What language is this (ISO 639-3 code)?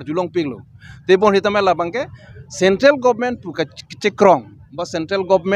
mjw